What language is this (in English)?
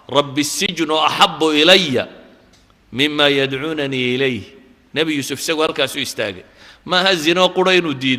Somali